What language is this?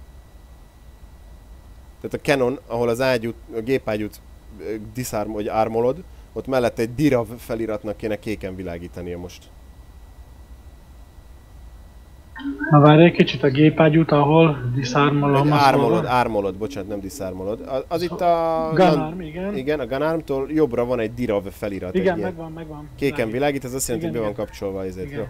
Hungarian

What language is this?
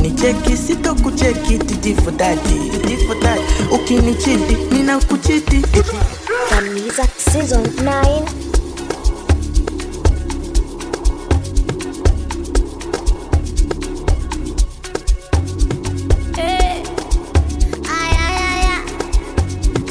Swahili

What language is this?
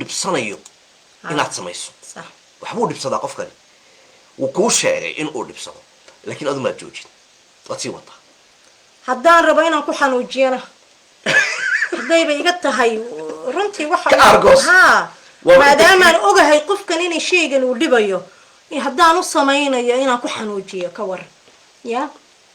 Somali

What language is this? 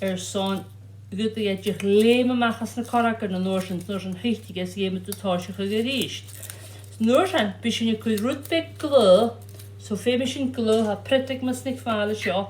Scottish Gaelic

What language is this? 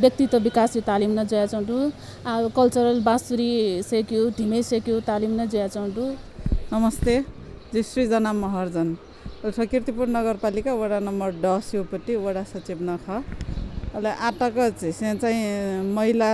Newari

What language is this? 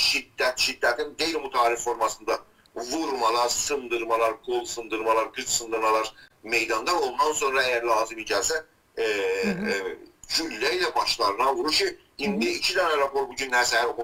South Azerbaijani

